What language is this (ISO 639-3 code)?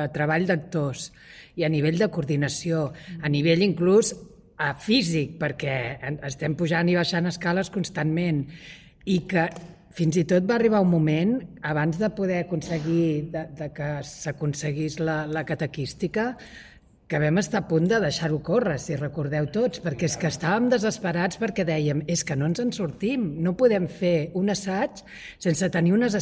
cat